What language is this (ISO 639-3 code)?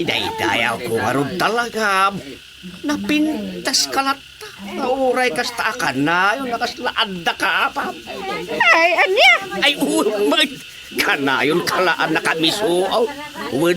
ilo